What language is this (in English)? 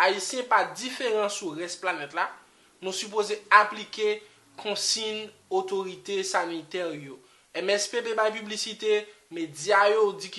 Haitian Creole